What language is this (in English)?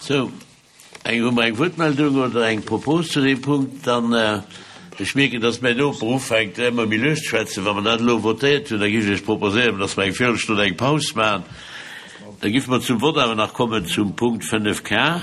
Luxembourgish